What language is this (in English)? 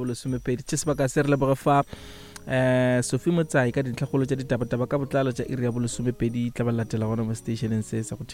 Northern Sotho